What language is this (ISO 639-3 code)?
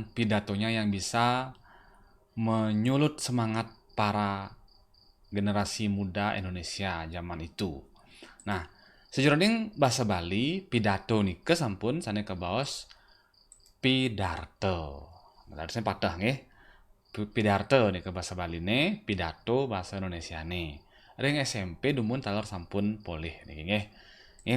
ban